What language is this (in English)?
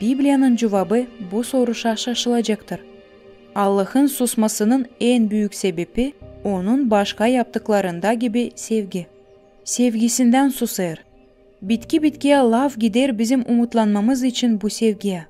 Gagauz